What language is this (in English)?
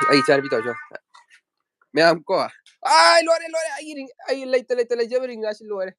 Manipuri